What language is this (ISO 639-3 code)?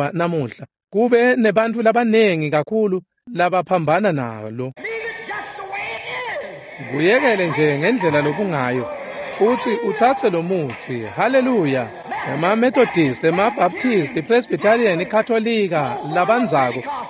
ssw